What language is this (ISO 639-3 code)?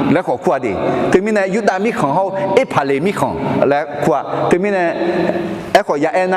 ahk